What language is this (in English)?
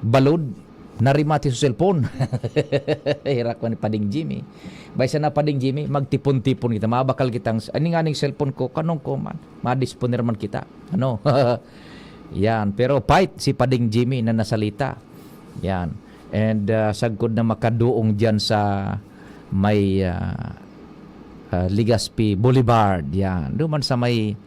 Bikol